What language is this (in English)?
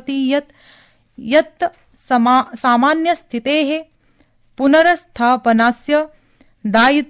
Sanskrit